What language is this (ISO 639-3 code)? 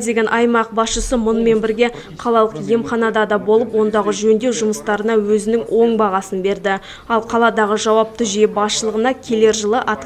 kaz